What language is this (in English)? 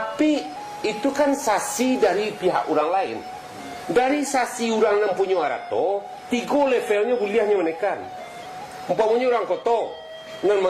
Minangkabau